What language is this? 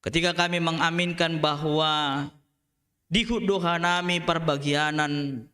Batak Simalungun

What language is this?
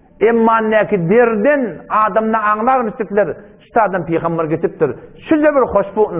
Turkmen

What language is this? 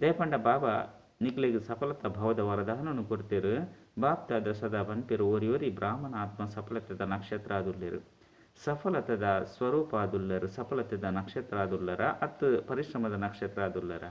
Tulu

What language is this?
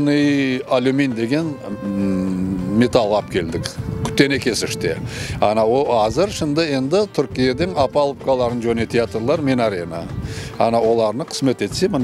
Crimean Tatar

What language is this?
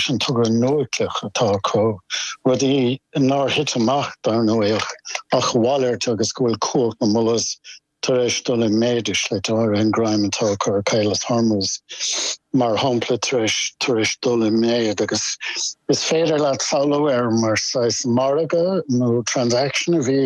Irish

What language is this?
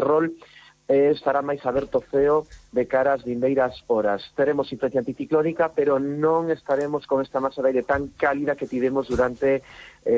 Galician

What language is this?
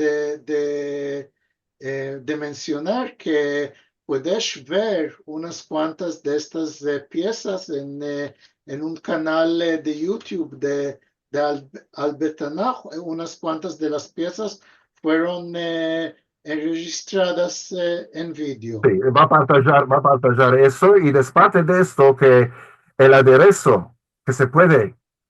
Ladino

